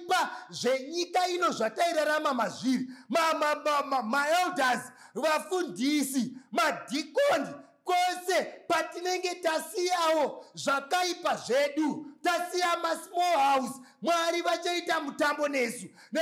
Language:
Shona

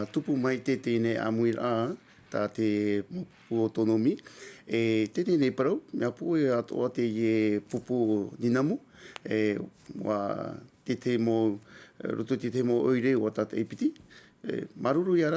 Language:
Tahitian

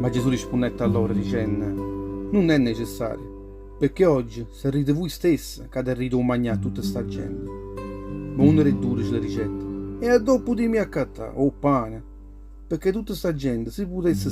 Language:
Neapolitan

